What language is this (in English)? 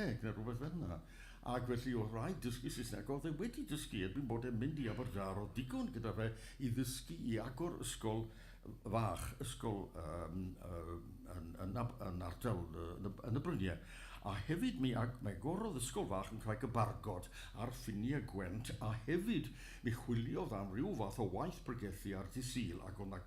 Welsh